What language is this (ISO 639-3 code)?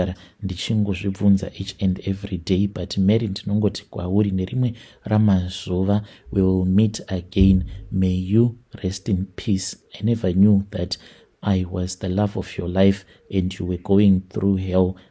sna